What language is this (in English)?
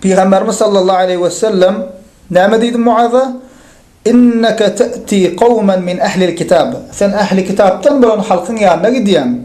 Turkmen